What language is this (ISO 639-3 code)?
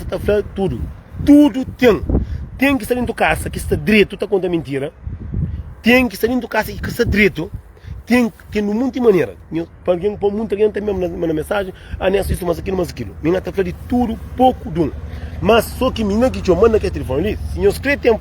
kea